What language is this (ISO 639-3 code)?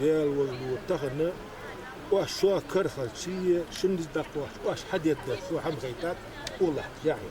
inh